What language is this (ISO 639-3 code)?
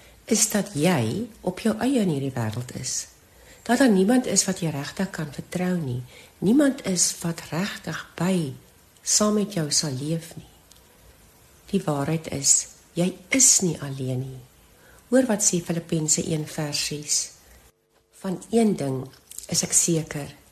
afr